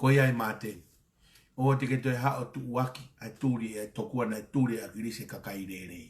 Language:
Tongan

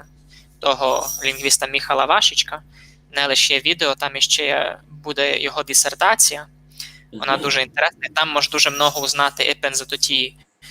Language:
Rusyn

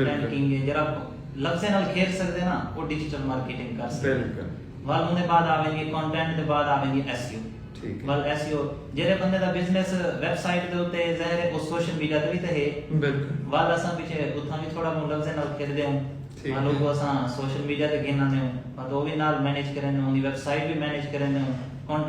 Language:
Saraiki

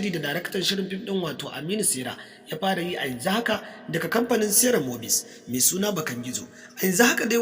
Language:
Hausa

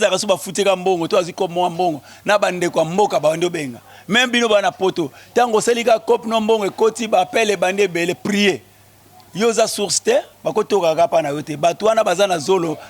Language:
Lingala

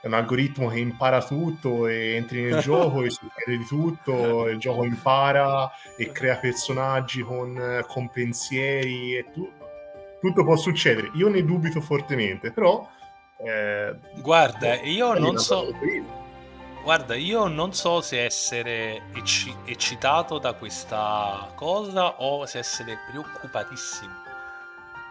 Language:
Italian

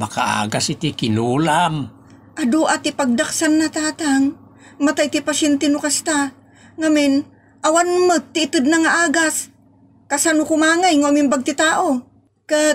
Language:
Iloko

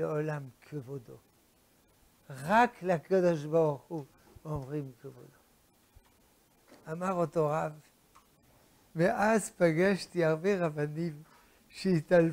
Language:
Hebrew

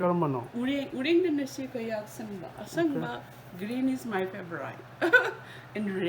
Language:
Manipuri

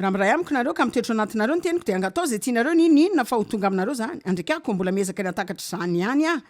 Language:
Malagasy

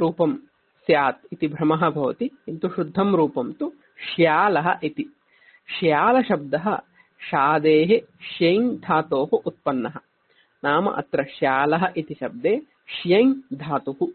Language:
Sanskrit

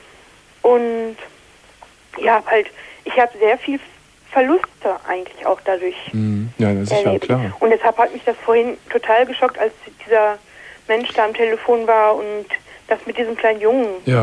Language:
German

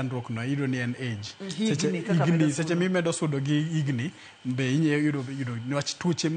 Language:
Luo (Kenya and Tanzania)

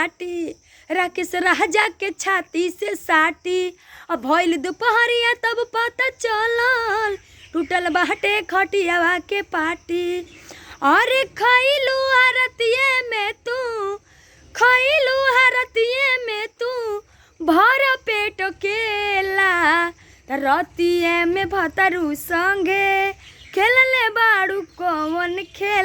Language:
Bhojpuri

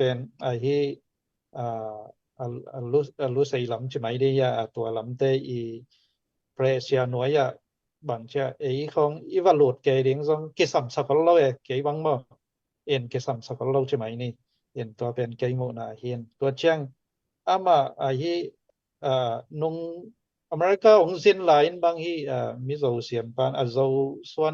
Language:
Tedim Chin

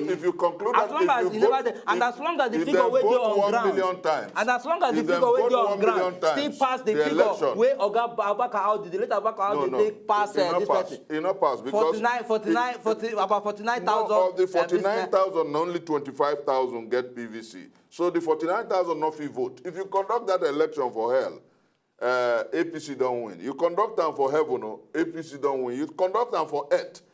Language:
Nigerian Pidgin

